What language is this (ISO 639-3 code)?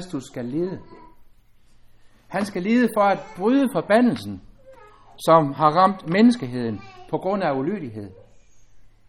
dan